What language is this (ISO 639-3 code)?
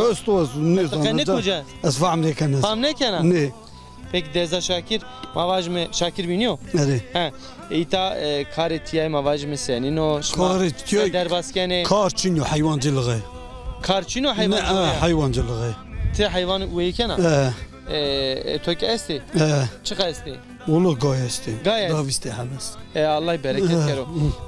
zza